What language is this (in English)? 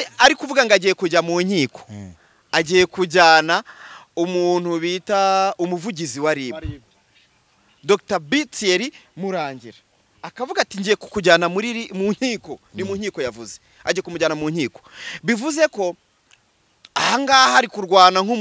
Kinyarwanda